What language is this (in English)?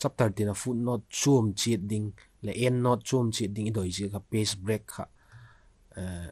Vaiphei